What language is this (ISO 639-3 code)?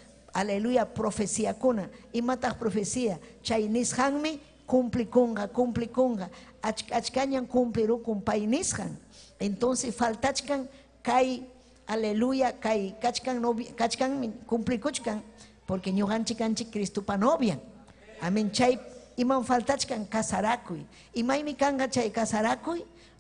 quy